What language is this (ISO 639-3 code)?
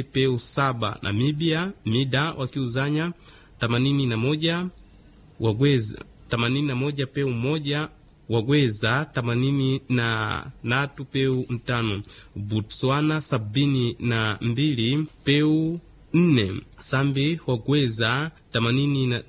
swa